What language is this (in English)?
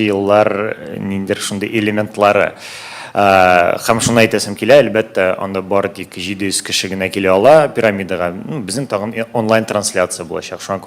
Tatar